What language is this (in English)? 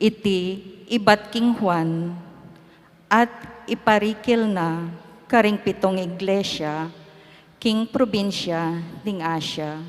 Pampanga